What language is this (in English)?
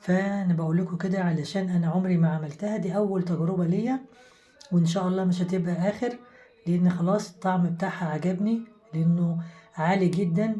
Egyptian Arabic